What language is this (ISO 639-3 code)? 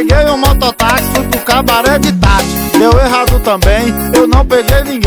por